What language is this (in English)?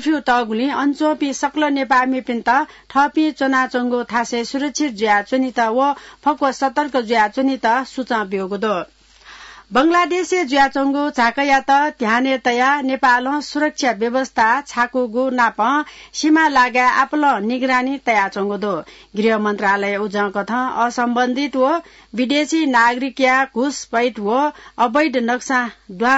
Newari